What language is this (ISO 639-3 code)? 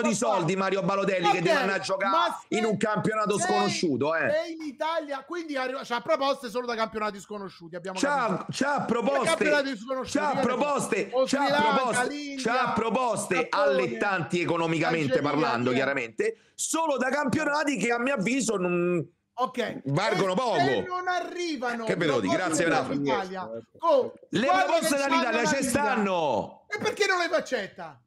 ita